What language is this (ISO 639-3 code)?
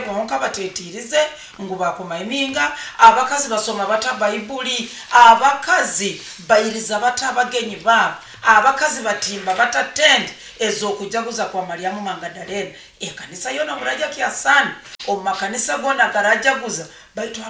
nyo